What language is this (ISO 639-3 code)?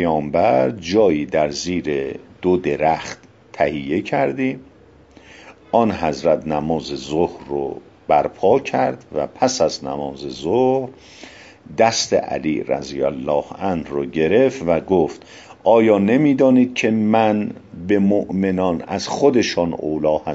fas